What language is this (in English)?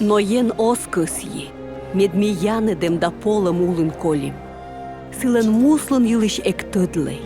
Komi